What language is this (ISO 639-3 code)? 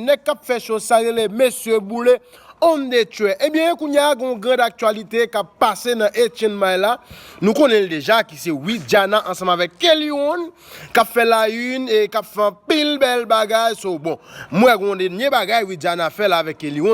hat